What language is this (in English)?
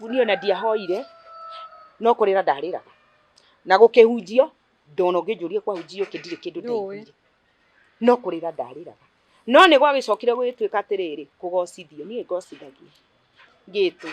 Kikuyu